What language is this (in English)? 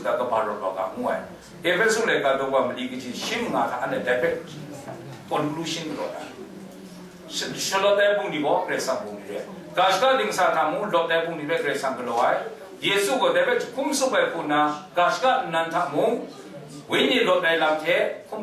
Kachin